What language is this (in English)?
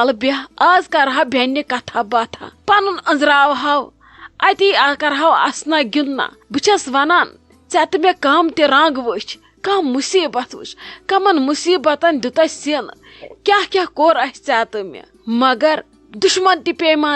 Kashmiri